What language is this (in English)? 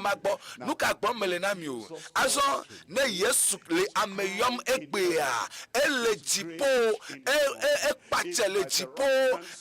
Ewe